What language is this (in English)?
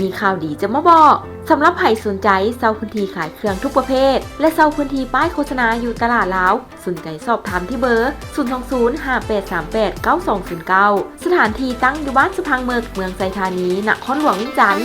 Lao